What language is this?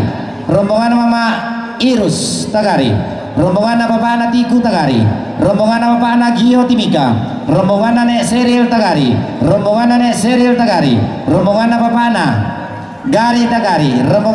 Toraja-Sa'dan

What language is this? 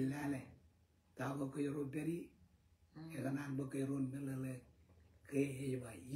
Marshallese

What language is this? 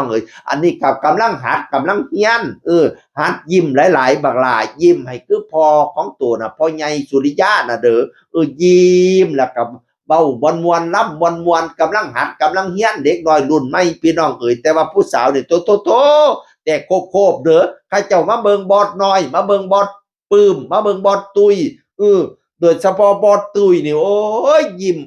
Northeastern Thai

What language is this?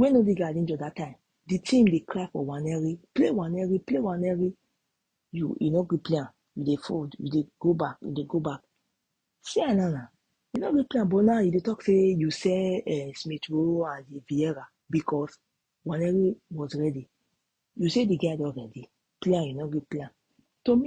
Nigerian Pidgin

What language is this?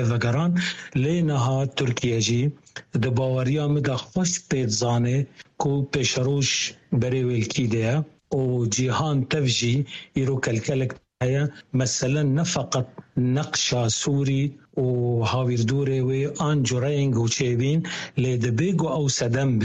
Kurdish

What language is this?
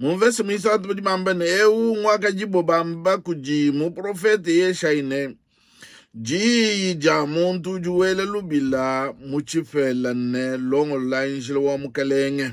Luba-Lulua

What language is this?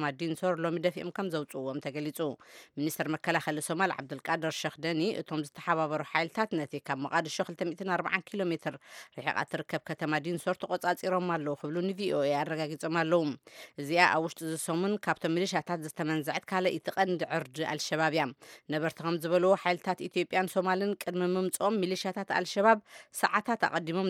Tigrinya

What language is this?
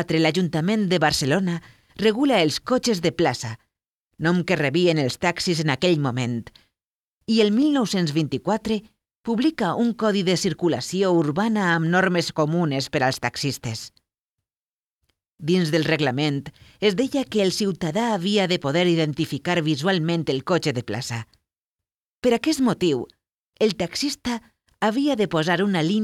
Catalan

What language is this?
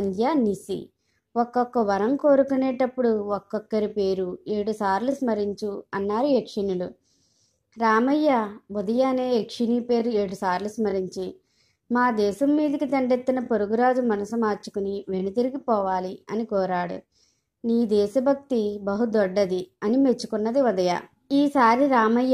Telugu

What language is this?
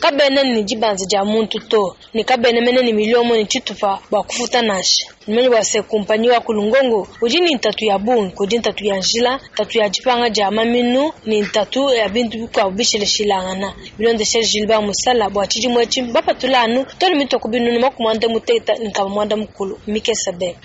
Luba-Lulua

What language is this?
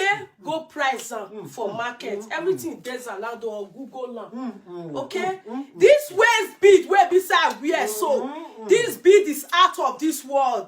Nigerian Pidgin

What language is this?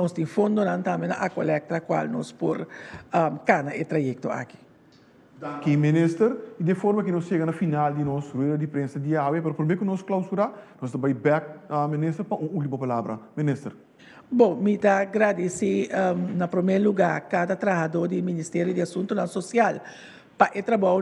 Papiamento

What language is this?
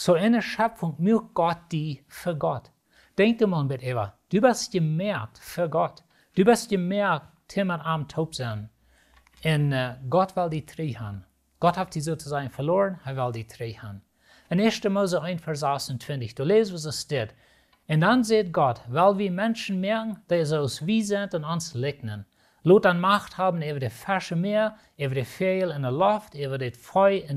Plautdietsch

